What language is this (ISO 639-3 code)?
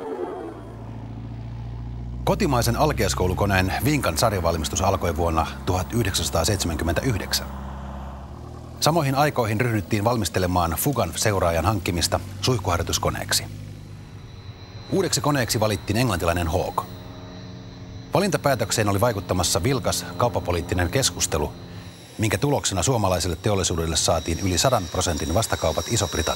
fin